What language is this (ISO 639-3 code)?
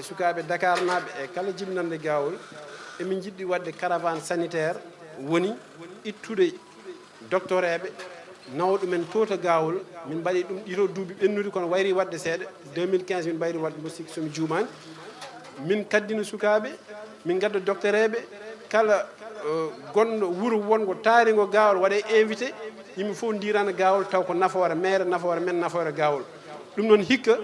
ful